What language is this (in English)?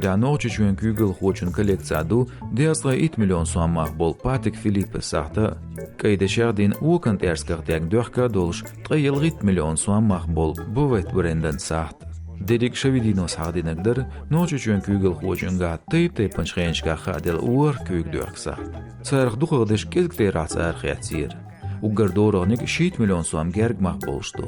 Chechen